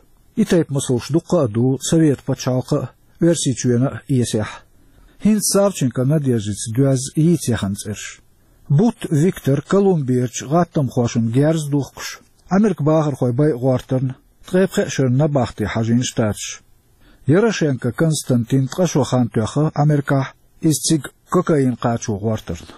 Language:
Chechen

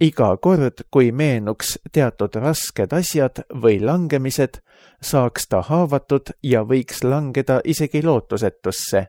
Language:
Estonian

